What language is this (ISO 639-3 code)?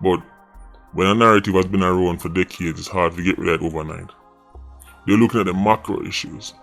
jam